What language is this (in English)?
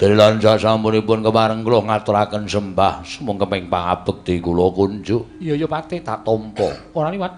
Javanese